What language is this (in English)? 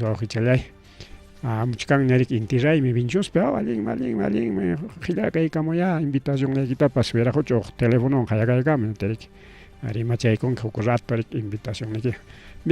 Ayacucho Quechua